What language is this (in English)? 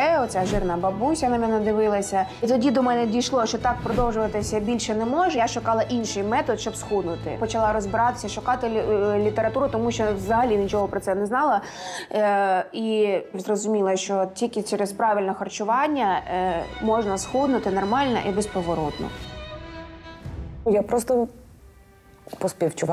Ukrainian